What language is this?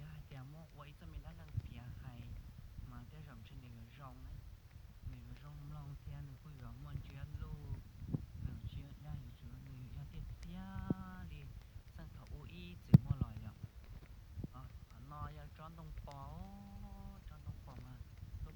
Hmong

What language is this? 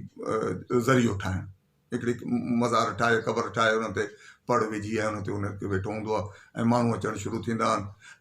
Sindhi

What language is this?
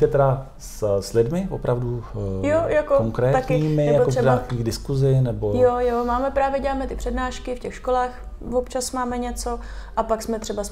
Czech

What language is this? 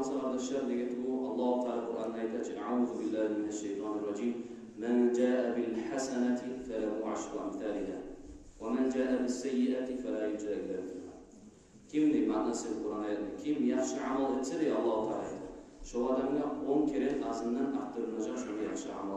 Kumyk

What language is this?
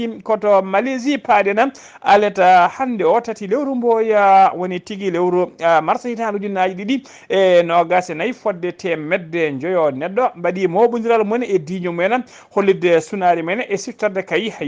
Fula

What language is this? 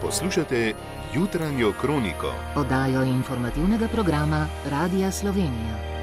Slovenian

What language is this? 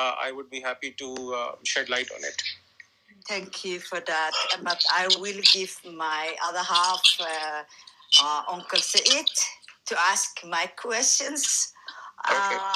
English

